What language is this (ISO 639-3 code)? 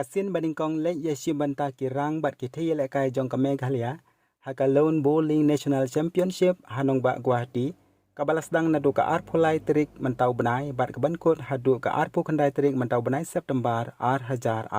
kha